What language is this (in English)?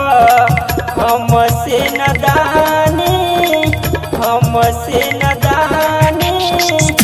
Bhojpuri